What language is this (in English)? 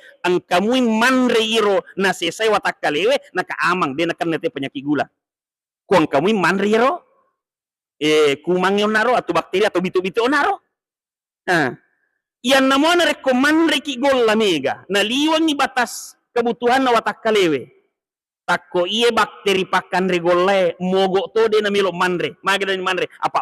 Buginese